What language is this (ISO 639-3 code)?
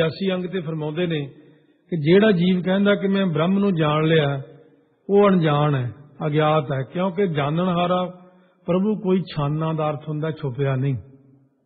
pan